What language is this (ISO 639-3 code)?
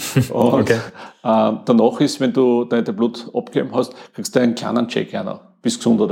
deu